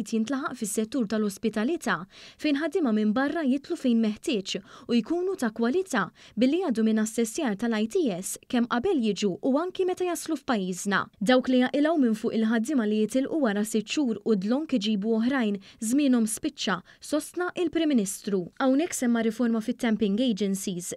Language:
Maltese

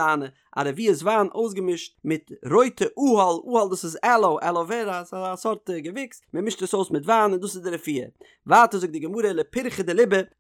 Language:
Yiddish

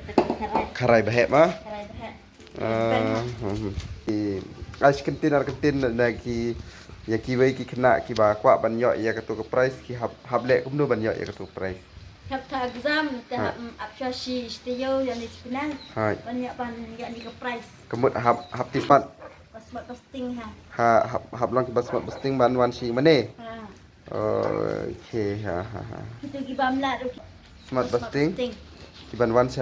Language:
Khasi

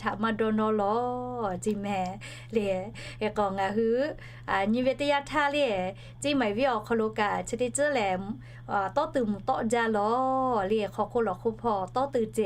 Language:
Lahu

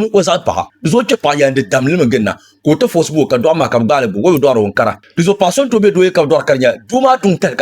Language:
Dagbani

